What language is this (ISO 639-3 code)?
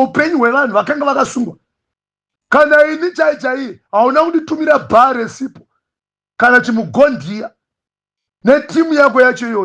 sna